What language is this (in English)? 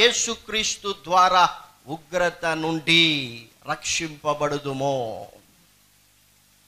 Telugu